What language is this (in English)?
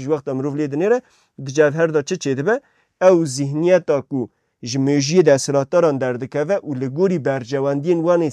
Kurdish